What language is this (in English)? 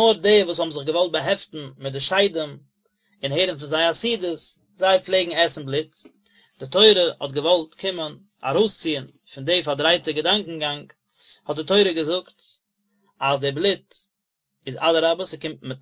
Yiddish